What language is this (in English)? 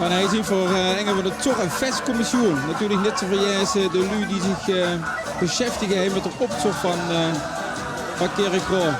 Limburgish